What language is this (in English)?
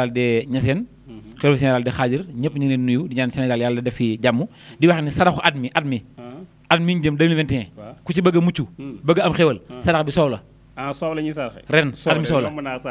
Wolof